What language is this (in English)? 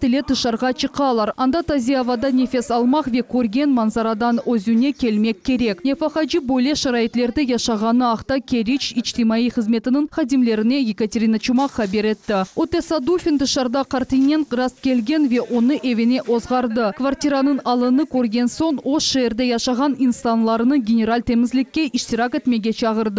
Crimean Tatar